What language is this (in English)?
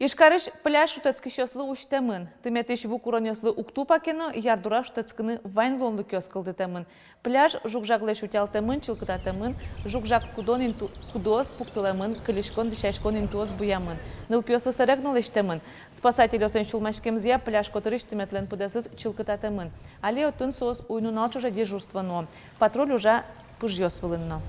Udmurt